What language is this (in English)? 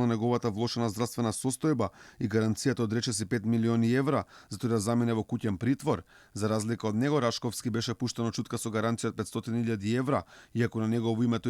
Macedonian